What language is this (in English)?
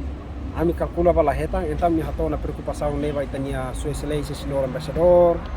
Tetum